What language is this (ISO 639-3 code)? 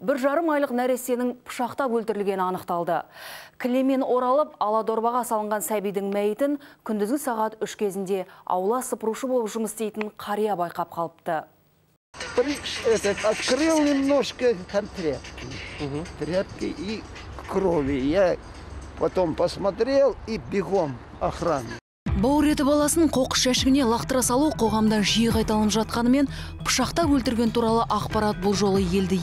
kaz